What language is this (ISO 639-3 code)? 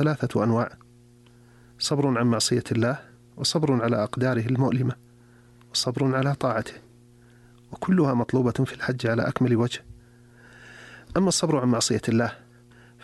ara